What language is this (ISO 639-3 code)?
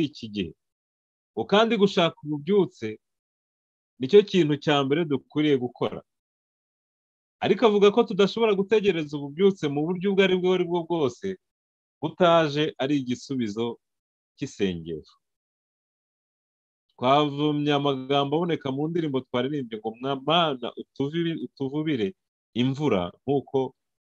kin